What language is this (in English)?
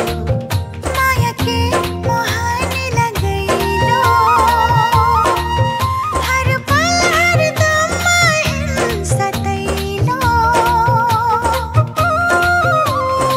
Bhojpuri